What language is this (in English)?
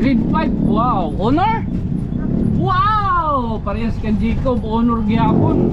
Waray